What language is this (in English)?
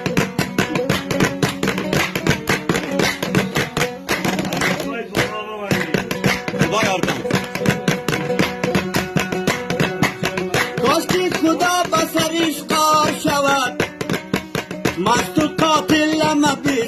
Persian